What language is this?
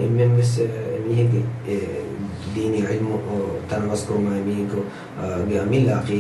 Divehi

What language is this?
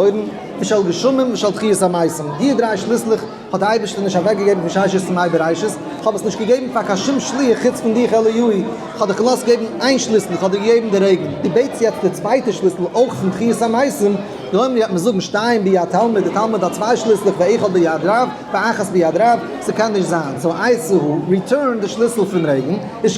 Yiddish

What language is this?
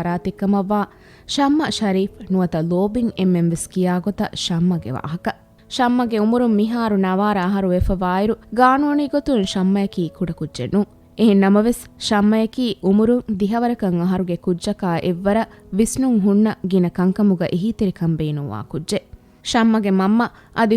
Divehi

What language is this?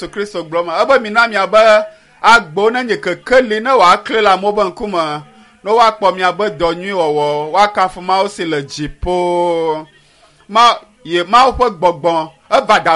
Ewe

